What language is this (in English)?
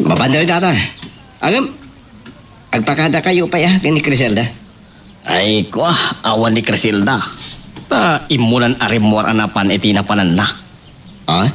Iloko